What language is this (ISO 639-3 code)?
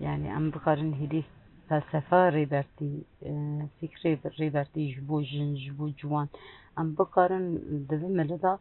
kur